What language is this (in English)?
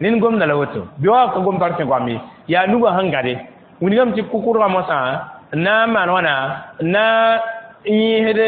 Mossi